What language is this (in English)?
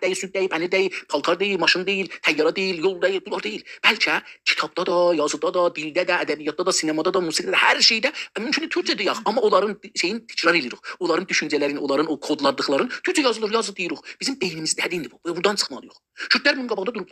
South Azerbaijani